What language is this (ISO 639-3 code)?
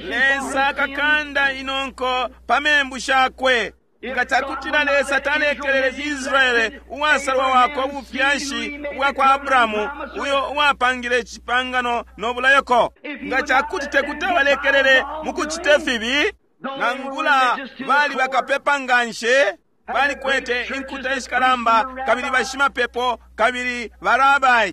bem